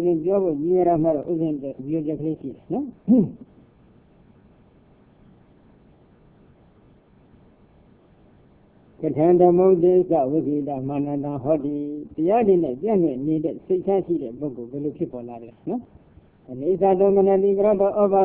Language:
Burmese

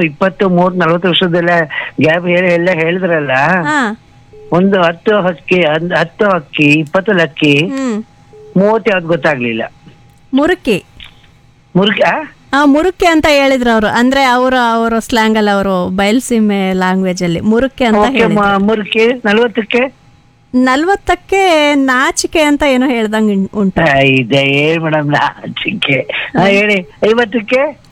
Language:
Kannada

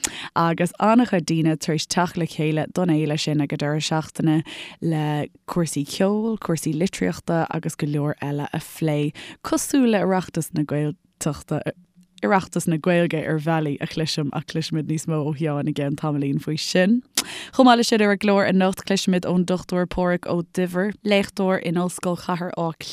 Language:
Irish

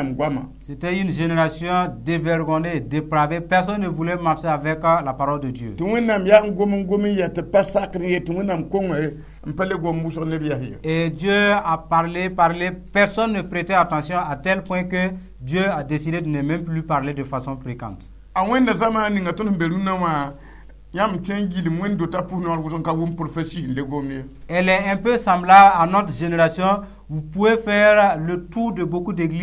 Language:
Mossi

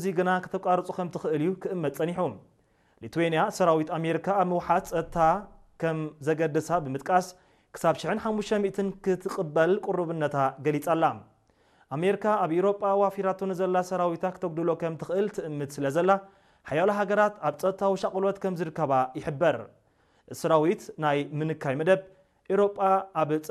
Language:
Tigrinya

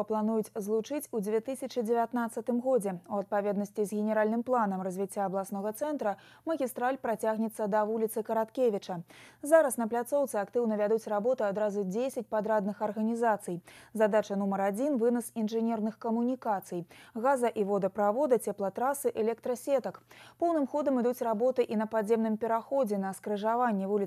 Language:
Belarusian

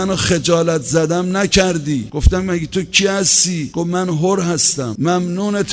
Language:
Persian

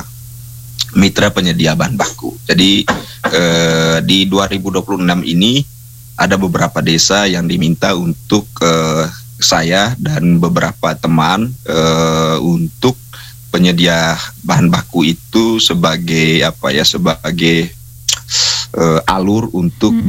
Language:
Indonesian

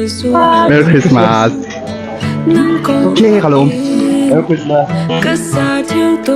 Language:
Hakha Chin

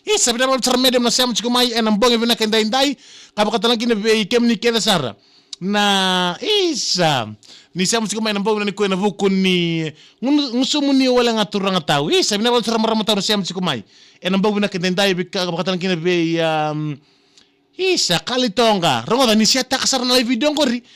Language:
Fijian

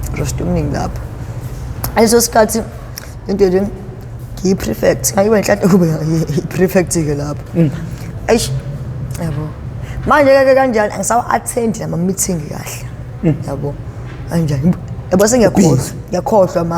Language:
Zulu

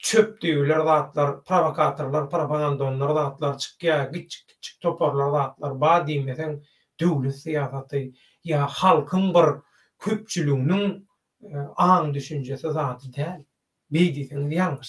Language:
Turkmen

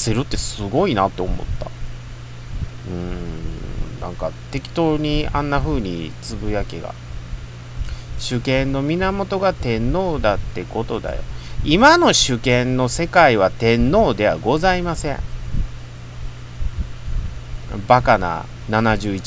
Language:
Japanese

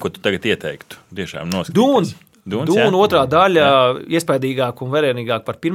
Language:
Latvian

